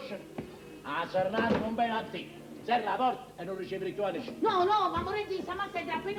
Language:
Neapolitan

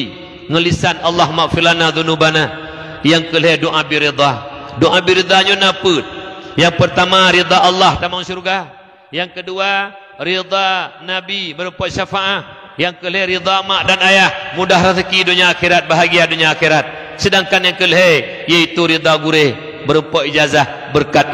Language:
Achinese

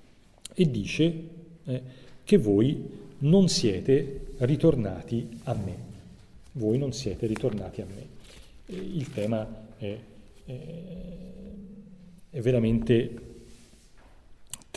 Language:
Italian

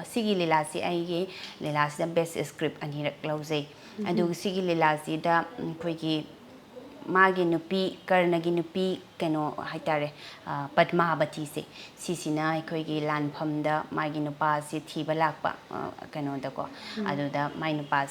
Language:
Manipuri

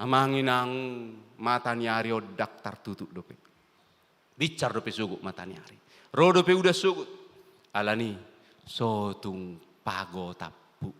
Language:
Batak Toba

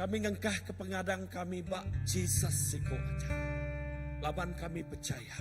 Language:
Iban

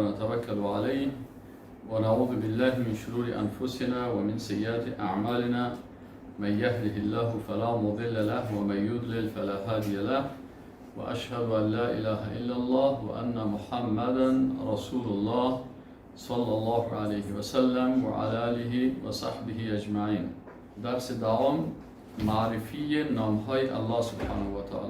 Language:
Persian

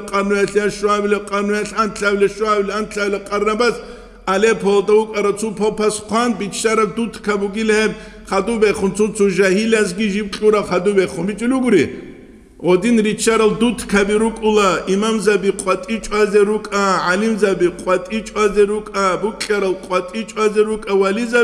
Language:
Avaric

